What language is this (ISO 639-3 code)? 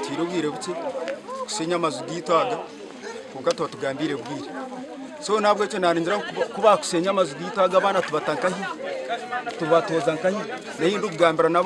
nyn